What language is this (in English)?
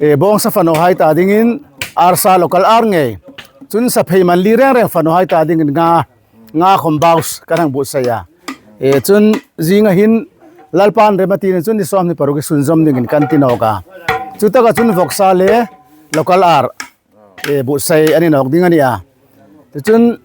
Hmar